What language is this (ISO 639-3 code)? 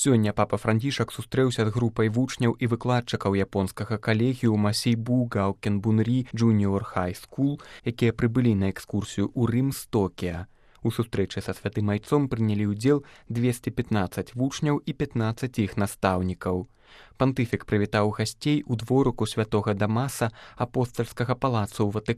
bel